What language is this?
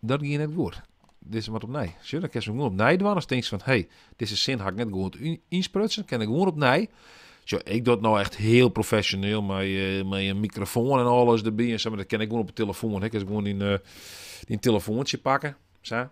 Western Frisian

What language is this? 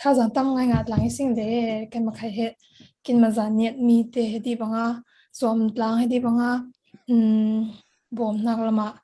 Falam Chin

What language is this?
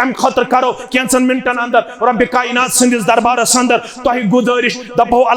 Kashmiri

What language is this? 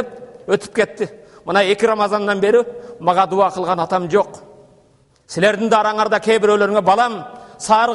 Kyrgyz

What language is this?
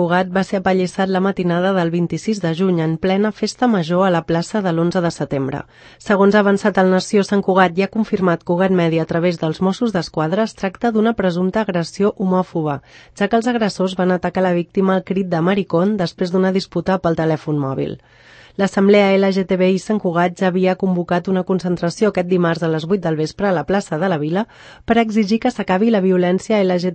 Catalan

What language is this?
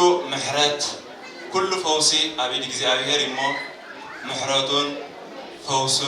Tigrinya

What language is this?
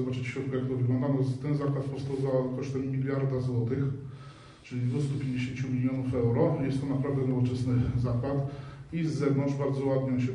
Polish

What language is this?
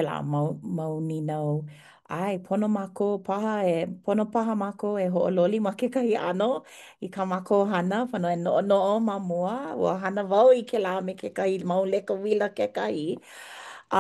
Hawaiian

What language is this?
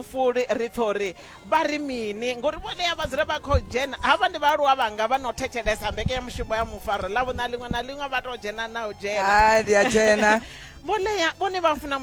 Venda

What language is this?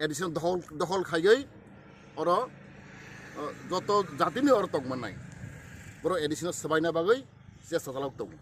Kok Borok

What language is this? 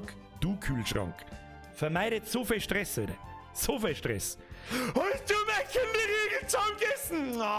Bavarian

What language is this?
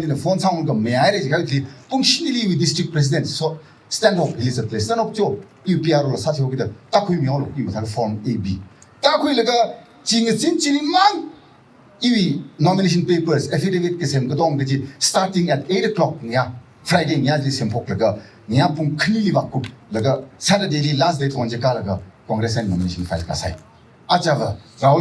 Tangkhul Naga (India)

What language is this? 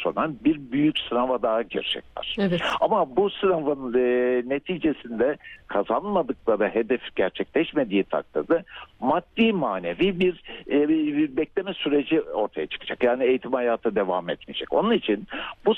Turkish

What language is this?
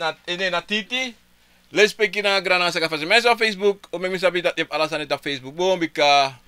Sranan Tongo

